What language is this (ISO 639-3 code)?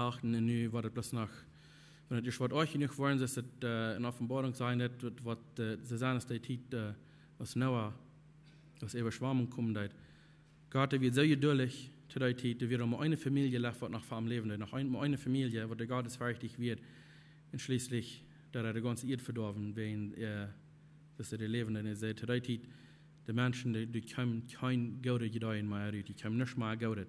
pdt